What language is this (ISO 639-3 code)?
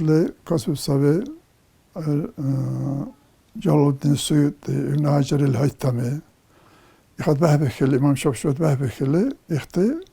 dar